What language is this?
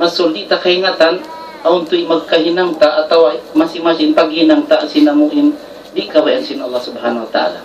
Tausug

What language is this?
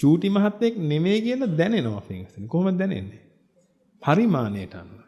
Sinhala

